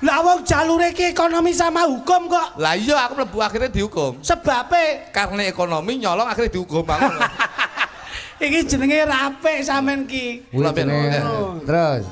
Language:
Javanese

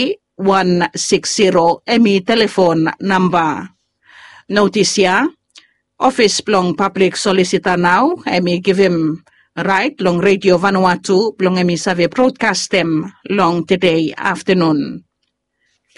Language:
Bislama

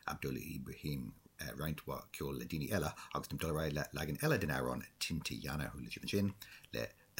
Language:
Irish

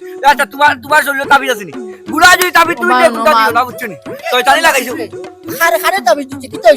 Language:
Sylheti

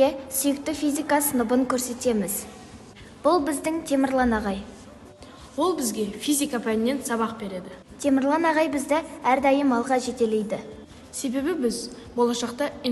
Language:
Kazakh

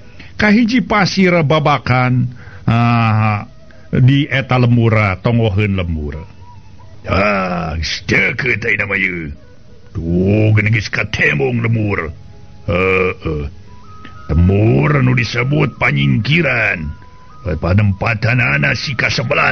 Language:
Sundanese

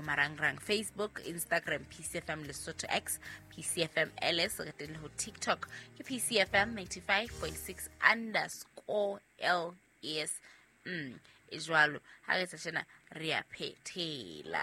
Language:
Southern Sotho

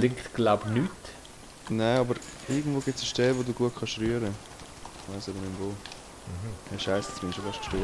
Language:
Swiss German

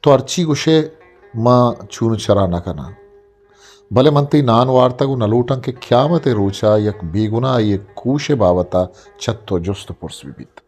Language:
Eastern Balochi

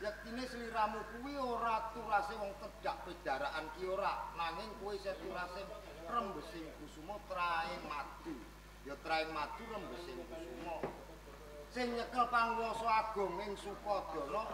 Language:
Javanese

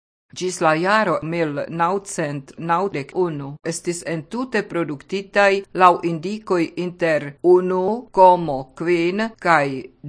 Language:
Esperanto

